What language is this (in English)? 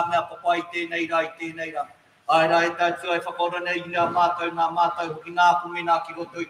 Māori